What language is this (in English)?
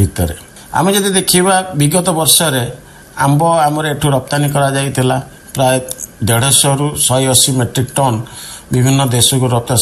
Odia